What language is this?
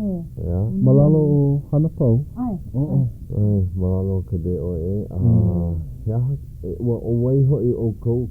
Hawaiian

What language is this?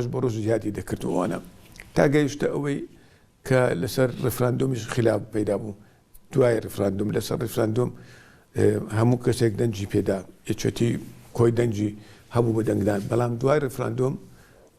Central Kurdish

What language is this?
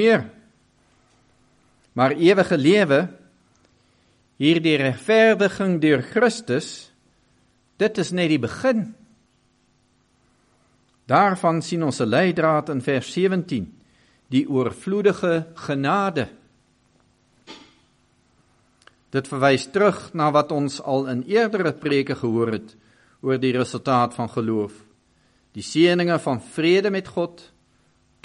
Afrikaans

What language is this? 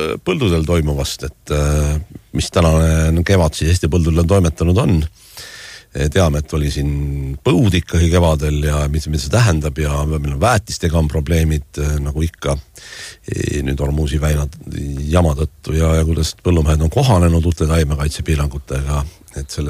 Estonian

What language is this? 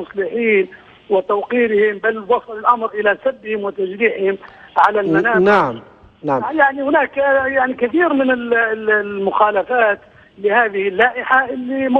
Arabic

